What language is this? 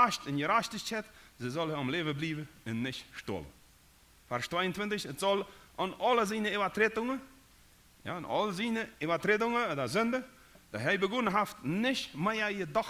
Plautdietsch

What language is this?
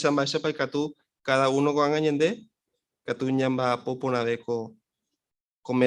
Guarani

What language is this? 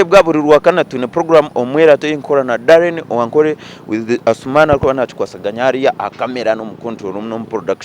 Nyankole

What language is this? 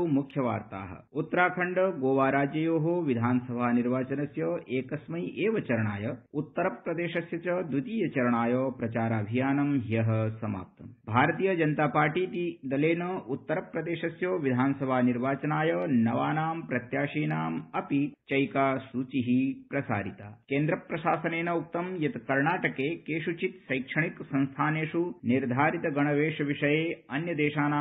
Sanskrit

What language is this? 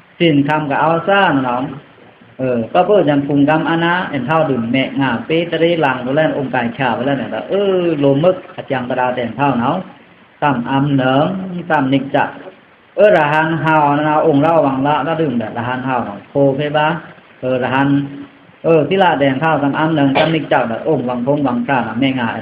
Pa'o Karen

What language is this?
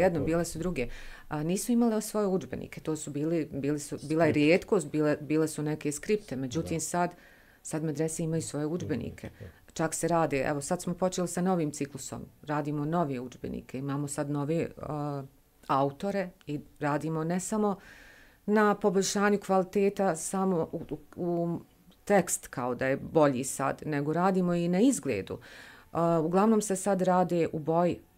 Bosnian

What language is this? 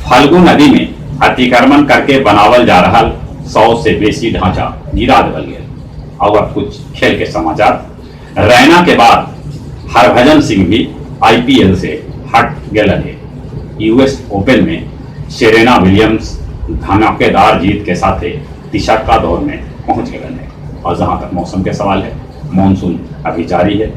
Magahi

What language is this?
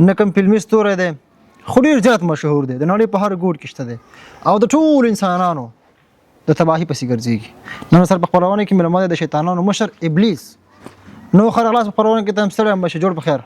Pashto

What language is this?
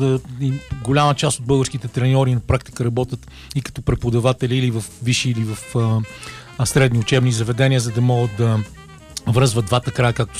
Bulgarian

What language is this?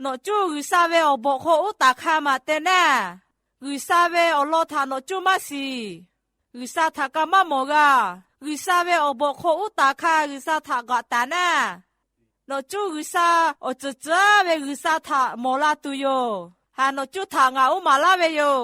Lahu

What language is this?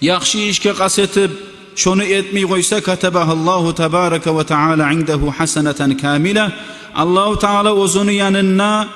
Kumyk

